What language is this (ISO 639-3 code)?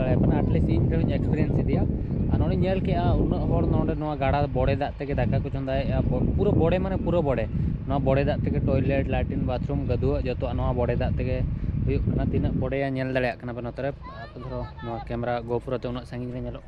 sat